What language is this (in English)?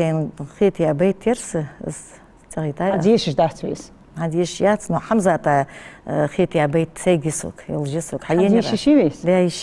Ingush